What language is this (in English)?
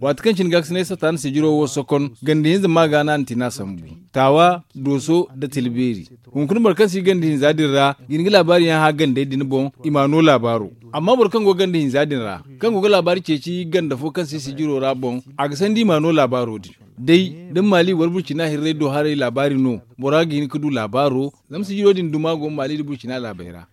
Zarma